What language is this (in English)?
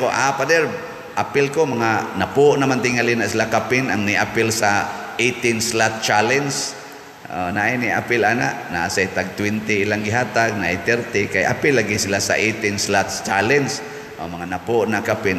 Cebuano